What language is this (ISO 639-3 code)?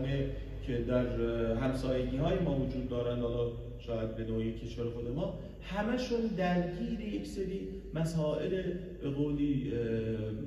fas